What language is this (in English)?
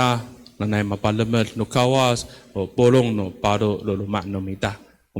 Amis